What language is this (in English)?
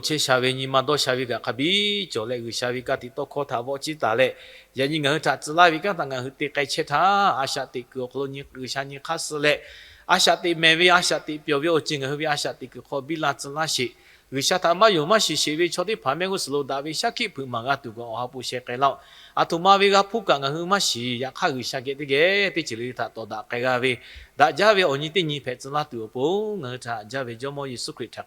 Lahu